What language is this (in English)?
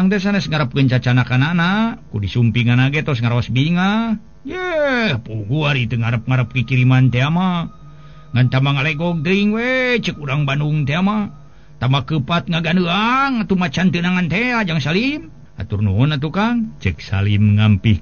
Sundanese